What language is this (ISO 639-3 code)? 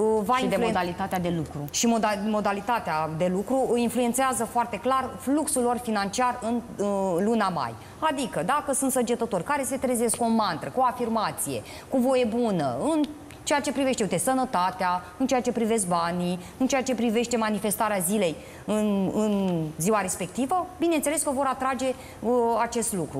ron